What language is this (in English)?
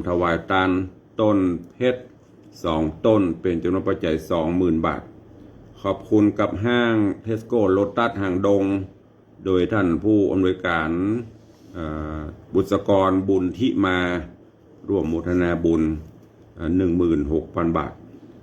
Northern Thai